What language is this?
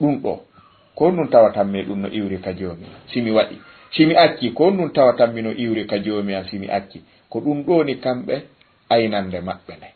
Fula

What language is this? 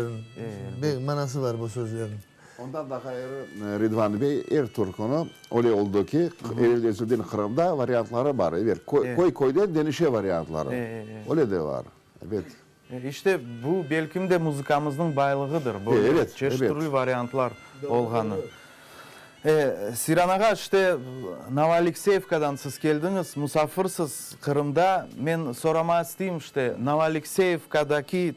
Crimean Tatar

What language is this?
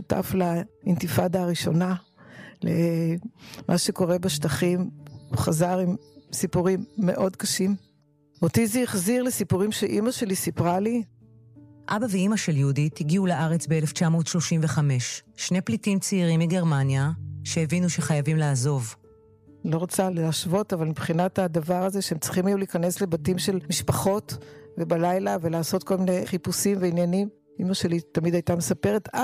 Hebrew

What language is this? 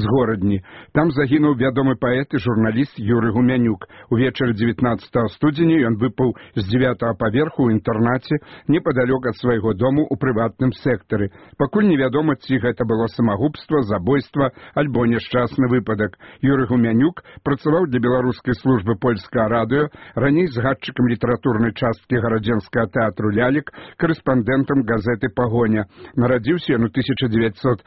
Belarusian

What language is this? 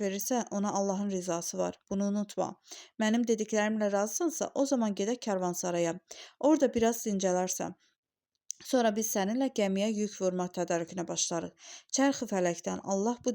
Azerbaijani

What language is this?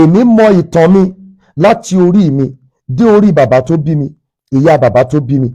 Yoruba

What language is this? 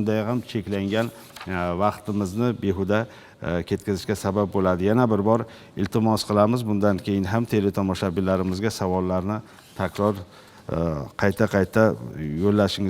Uzbek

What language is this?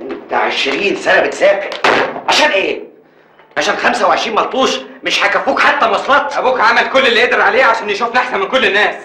Egyptian Arabic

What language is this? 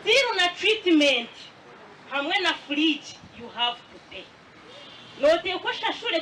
Nyankole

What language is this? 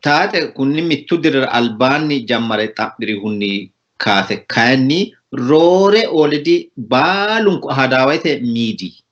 Sidamo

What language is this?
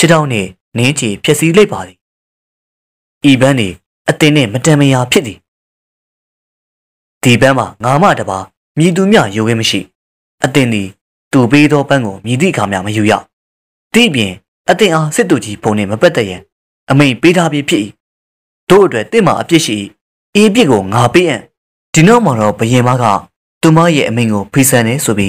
Burmese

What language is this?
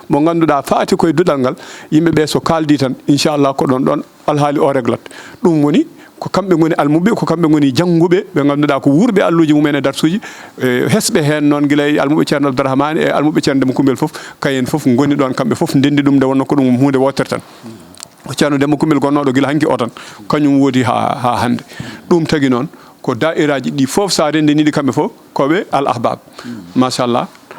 Fula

